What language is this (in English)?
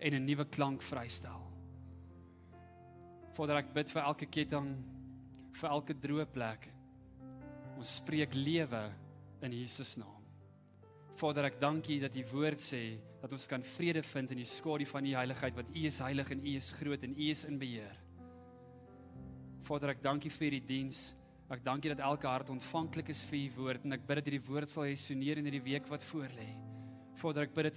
Afrikaans